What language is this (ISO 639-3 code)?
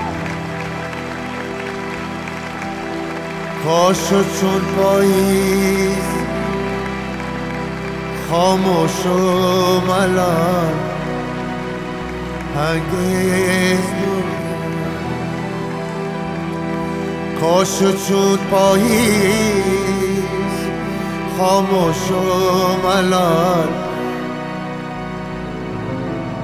fas